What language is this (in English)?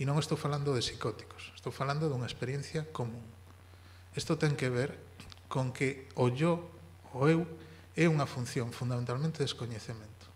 Galician